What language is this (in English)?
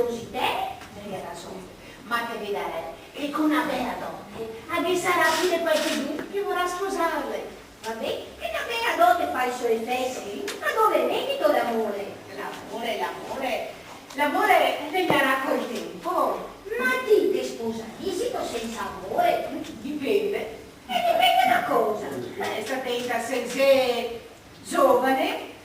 Venetian